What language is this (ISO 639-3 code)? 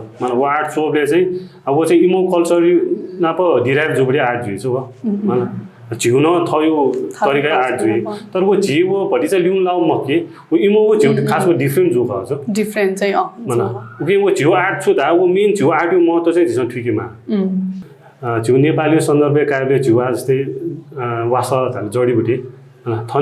new